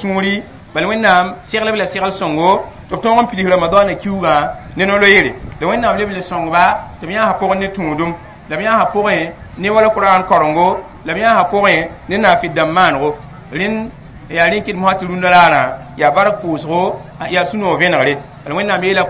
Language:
Mossi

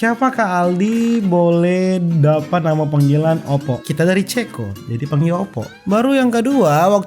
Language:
Manado Malay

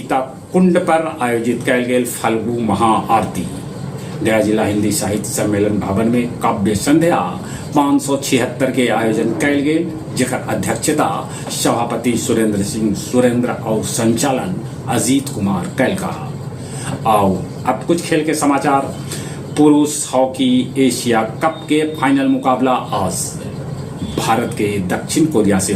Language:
Magahi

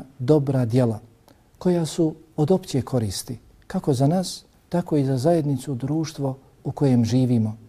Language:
Bosnian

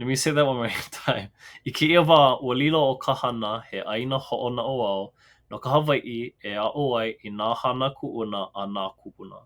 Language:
Hawaiian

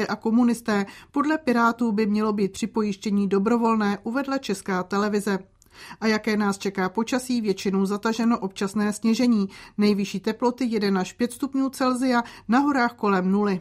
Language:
Czech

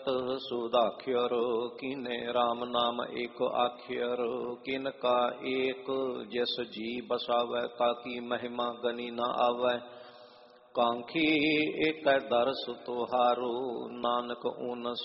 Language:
Punjabi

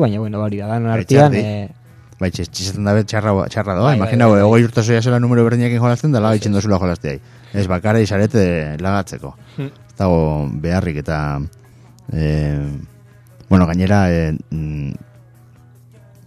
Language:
Basque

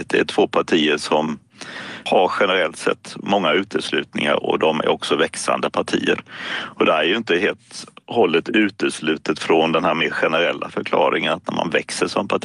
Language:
Swedish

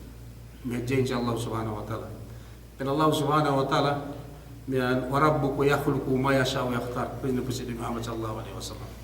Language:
Yakan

